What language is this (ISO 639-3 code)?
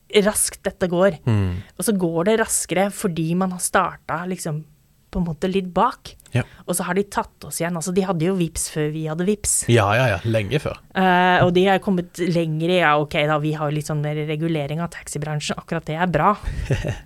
nor